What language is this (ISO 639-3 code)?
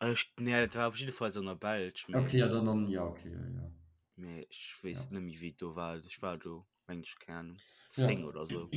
ltz